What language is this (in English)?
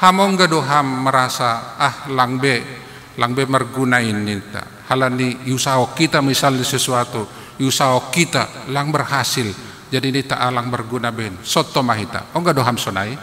Batak Simalungun